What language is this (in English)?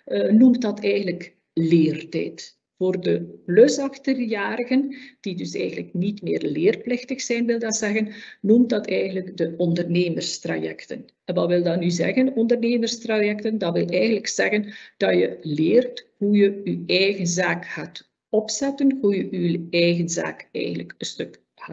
Dutch